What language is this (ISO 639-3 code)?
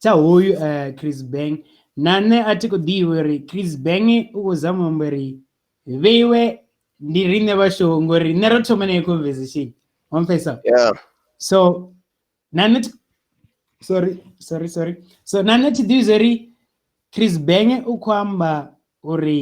ven